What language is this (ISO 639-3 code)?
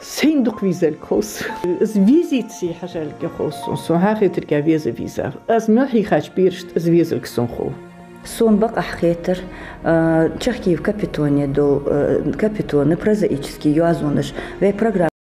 inh